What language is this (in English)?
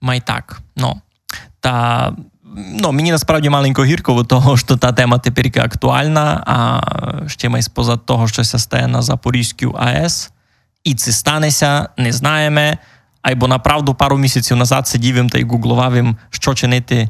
Rusyn